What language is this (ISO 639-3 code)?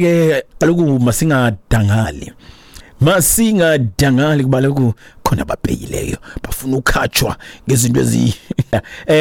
xho